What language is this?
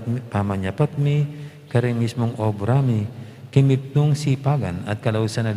Pampanga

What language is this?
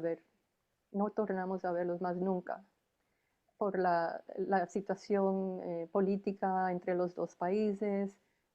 Ladino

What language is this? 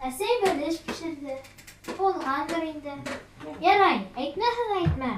Bashkir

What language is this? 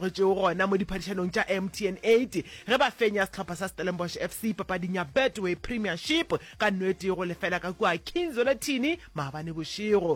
Northern Sotho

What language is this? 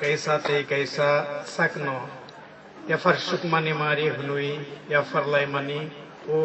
Kok Borok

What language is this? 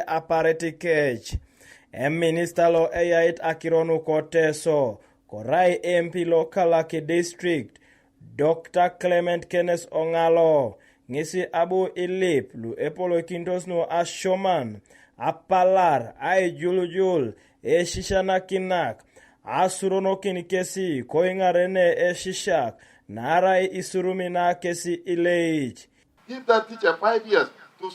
Teso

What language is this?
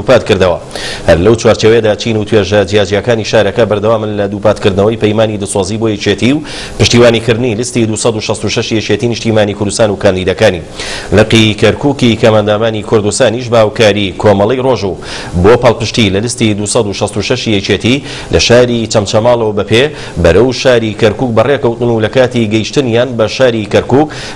Central Kurdish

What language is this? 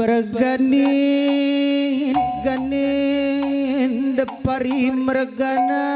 Batak Karo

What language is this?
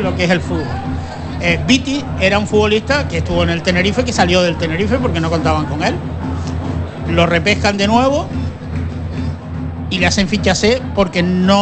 Spanish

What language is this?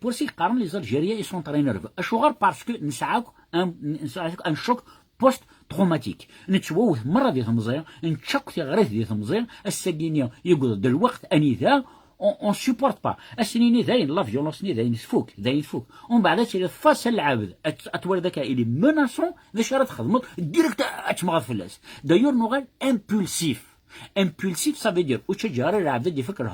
Kabyle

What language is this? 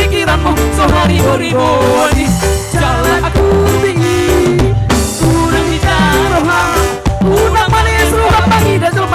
Batak Toba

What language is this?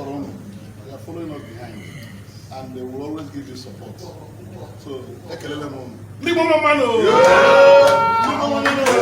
Igbo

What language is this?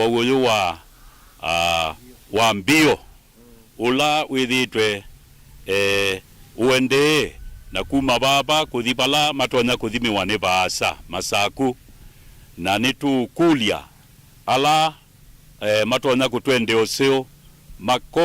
Kamba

